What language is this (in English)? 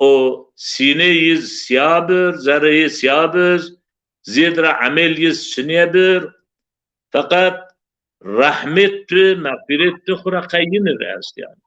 Zaza